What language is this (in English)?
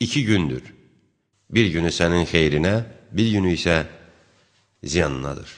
Azerbaijani